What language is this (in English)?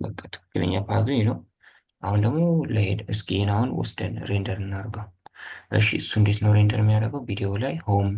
Amharic